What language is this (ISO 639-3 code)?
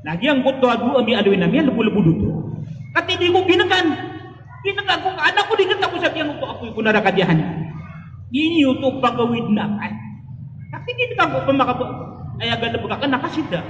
mrw